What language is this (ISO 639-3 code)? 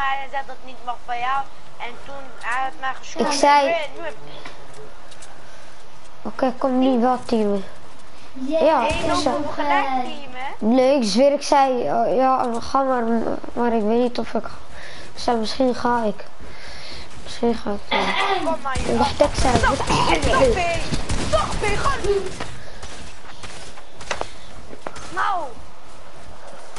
nld